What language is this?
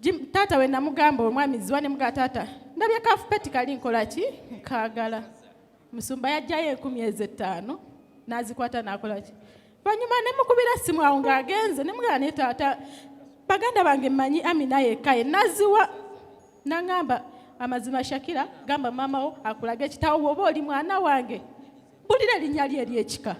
Ganda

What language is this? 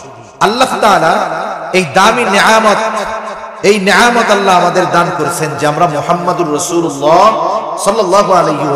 Bangla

